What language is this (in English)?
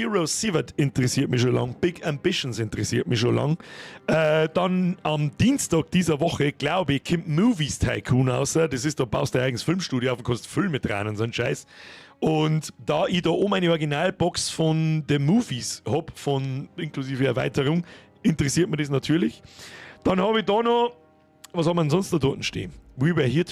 Bavarian